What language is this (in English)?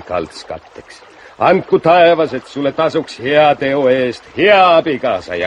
Estonian